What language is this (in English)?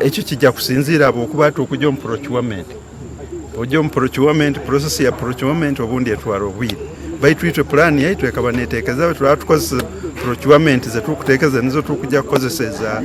Nyankole